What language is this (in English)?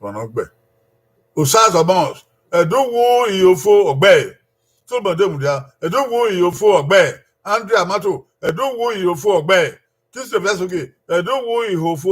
Bini